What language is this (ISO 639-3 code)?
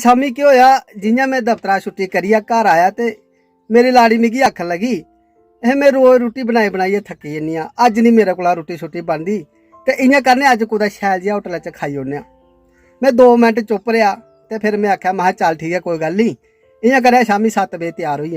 doi